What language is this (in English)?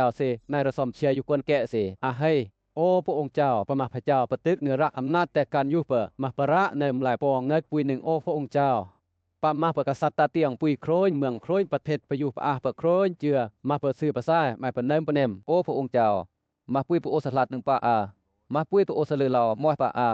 Western Lawa